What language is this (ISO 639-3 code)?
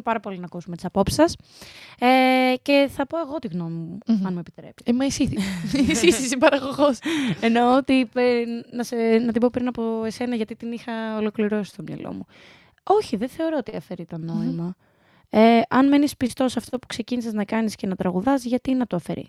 ell